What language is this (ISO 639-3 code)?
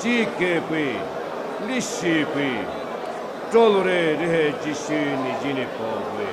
pmx